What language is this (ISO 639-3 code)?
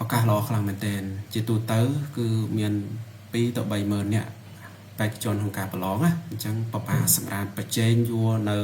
khm